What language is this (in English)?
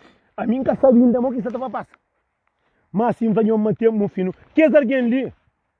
Kabuverdianu